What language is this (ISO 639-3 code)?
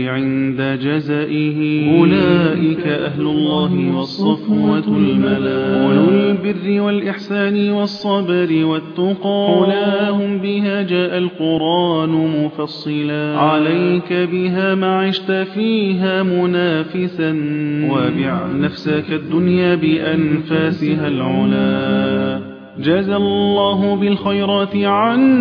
ara